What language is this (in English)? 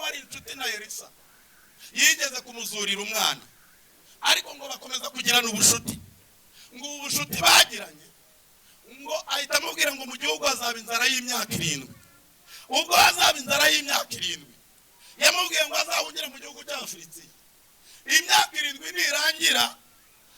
Kinyarwanda